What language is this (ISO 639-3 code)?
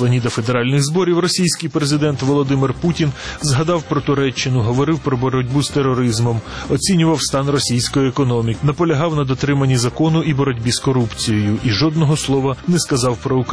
ukr